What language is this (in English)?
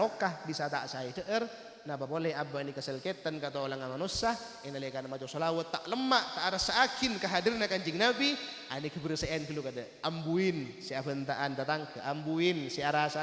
Madurese